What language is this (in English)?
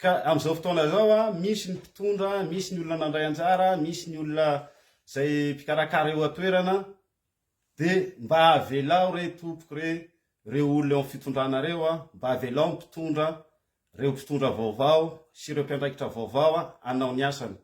Malagasy